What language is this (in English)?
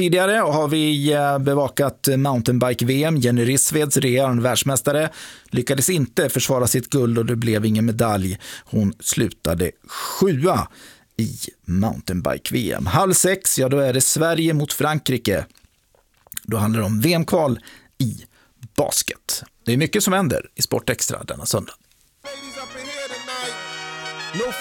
Swedish